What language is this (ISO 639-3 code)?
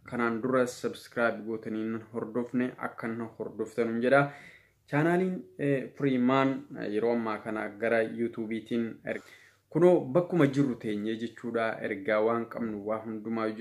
orm